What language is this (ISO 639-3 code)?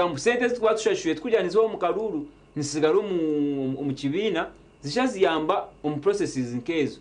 nyn